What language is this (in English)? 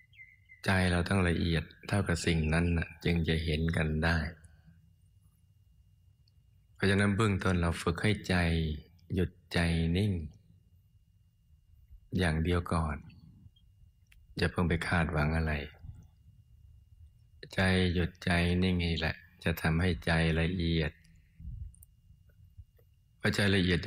Thai